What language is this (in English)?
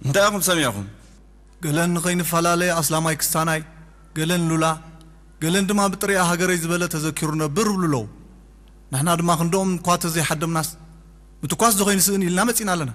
Tigrinya